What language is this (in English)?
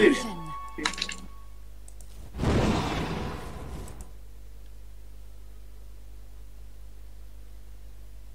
Burmese